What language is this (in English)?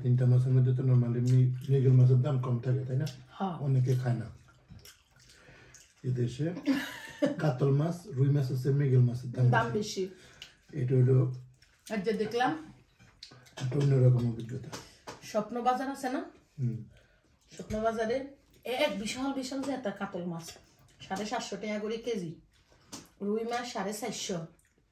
Bangla